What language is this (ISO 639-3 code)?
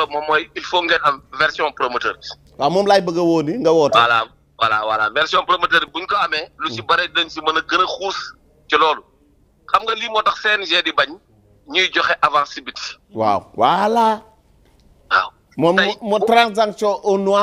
wol